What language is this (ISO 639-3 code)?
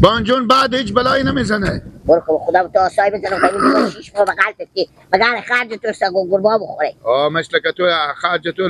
fas